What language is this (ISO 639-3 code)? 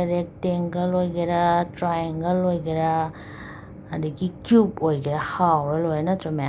mni